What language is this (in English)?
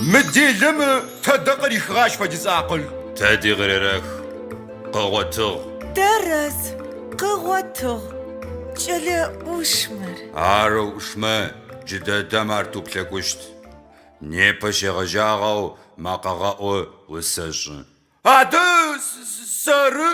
Adyghe